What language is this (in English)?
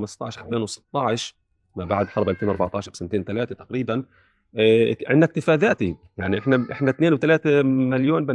North Levantine Arabic